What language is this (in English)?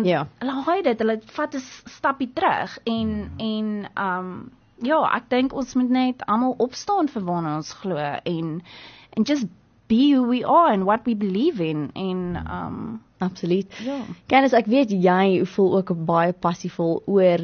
Afrikaans